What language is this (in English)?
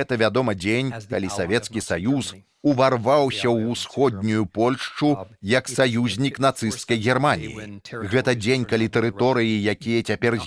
Belarusian